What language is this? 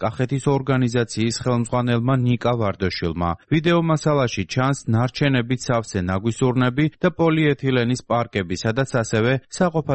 Georgian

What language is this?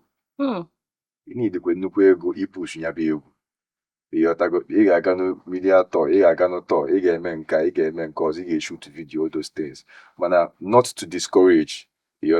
Igbo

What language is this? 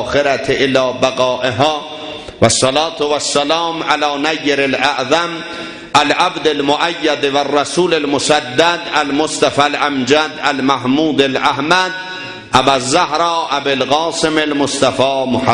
South Azerbaijani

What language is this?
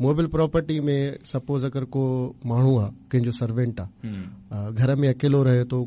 Sindhi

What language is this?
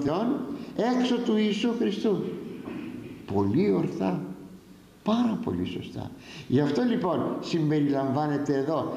Greek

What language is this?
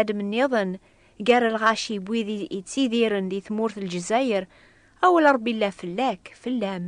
Kabyle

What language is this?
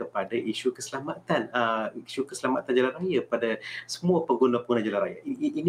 Malay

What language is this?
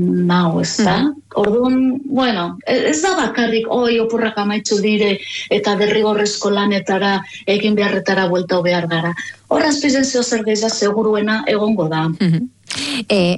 Basque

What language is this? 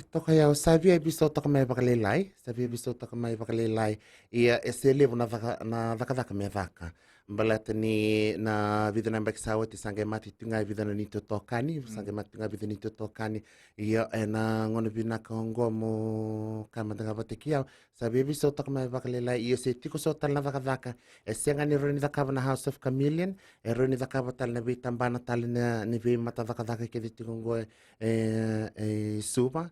Fijian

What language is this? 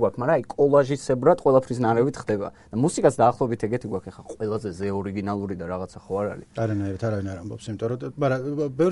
Georgian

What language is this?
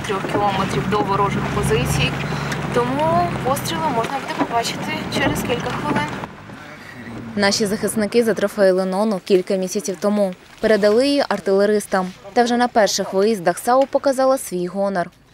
Ukrainian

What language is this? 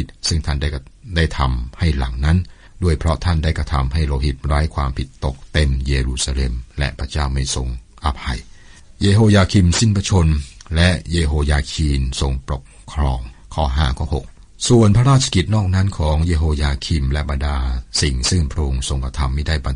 Thai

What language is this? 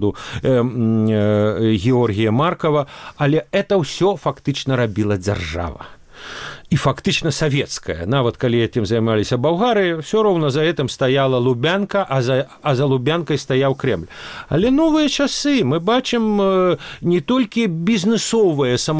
Belarusian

